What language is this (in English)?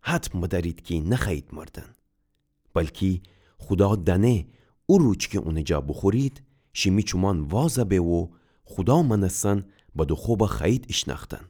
Gilaki